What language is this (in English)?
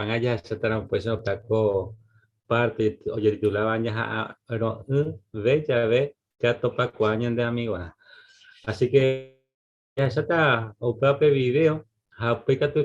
Guarani